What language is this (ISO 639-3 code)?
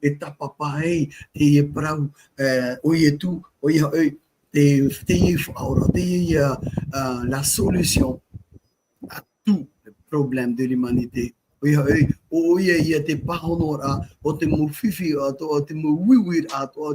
tah